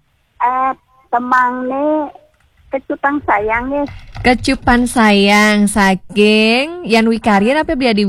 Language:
Balinese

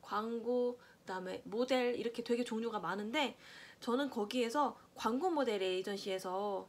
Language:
Korean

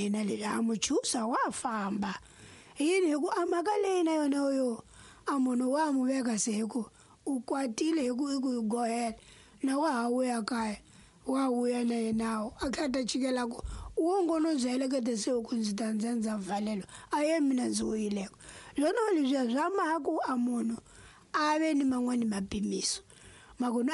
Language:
Tsonga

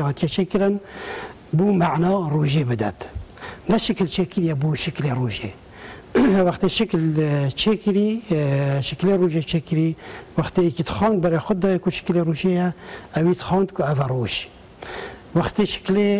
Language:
Kurdish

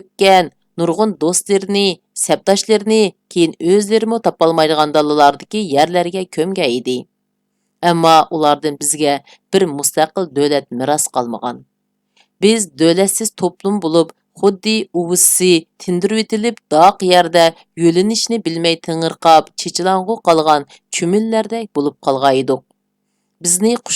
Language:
Uyghur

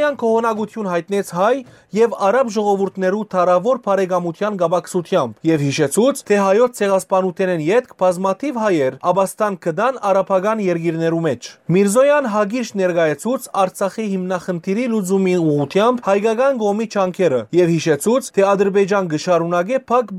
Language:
Western Armenian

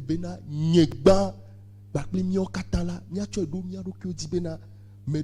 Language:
Ewe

